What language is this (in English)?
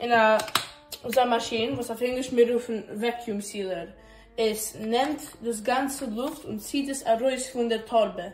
Yiddish